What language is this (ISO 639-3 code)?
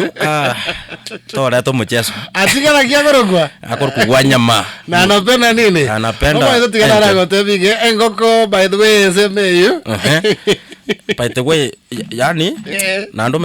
guz